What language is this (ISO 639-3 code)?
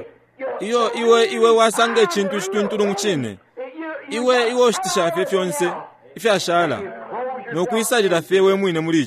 bem